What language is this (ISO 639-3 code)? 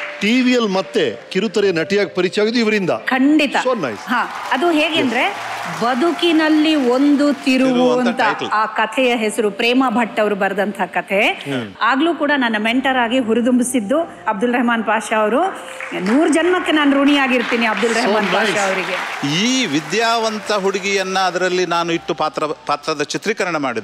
kan